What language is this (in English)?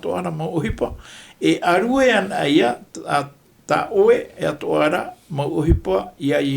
Tahitian